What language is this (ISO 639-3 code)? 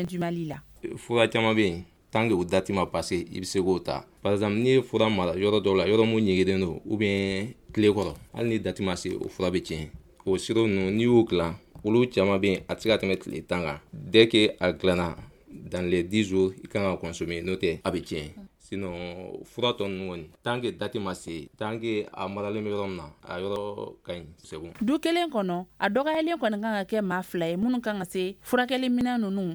bam